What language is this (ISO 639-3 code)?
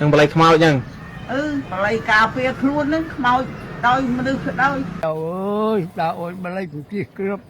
khm